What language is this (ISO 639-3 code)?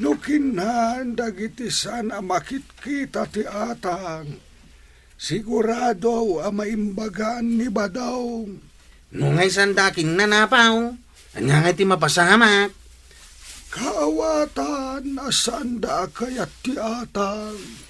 ilo